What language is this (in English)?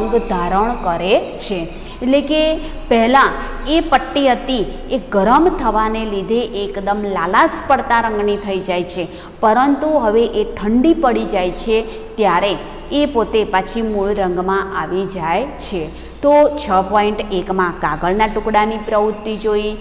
Gujarati